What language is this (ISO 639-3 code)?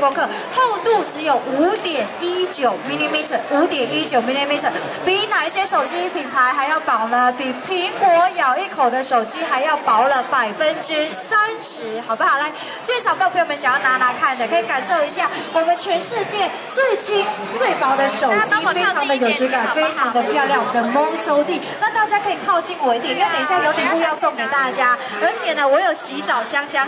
zho